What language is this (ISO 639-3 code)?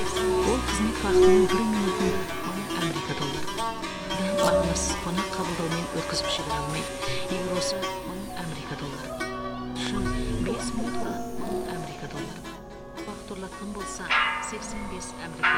kaz